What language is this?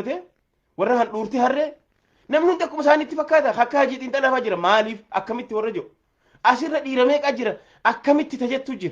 Oromo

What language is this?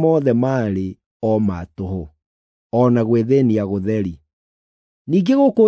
Kikuyu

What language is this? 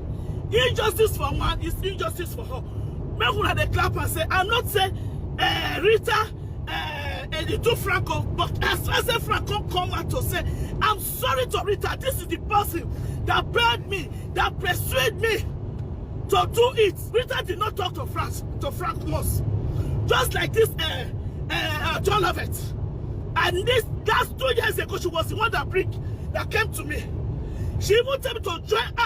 Nigerian Pidgin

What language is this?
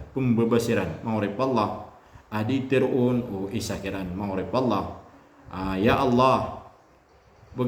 Maranao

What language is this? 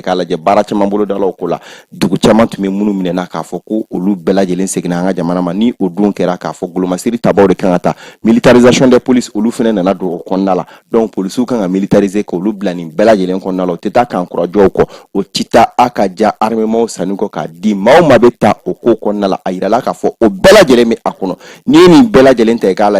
Bambara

